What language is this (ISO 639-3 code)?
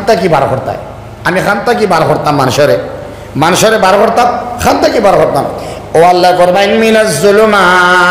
syl